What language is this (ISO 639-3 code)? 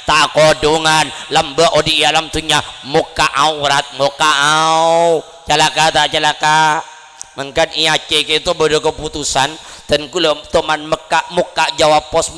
mad